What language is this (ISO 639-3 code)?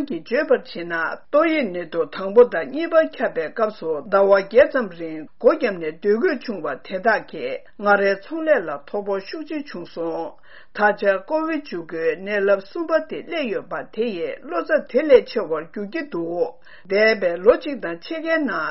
bod